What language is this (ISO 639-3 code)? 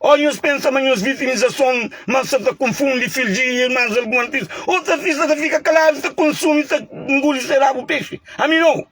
kea